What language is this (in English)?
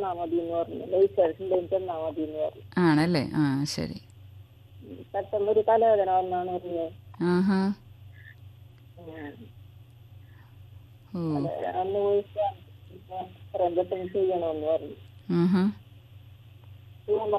Malayalam